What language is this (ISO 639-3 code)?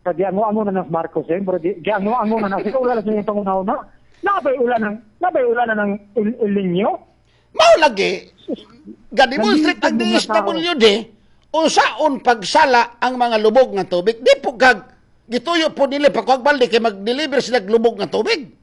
ceb